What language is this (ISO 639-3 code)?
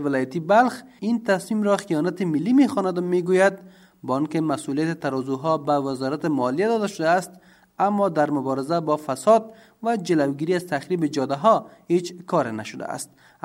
fas